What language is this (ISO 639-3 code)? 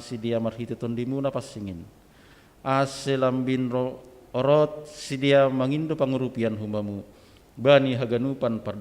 bts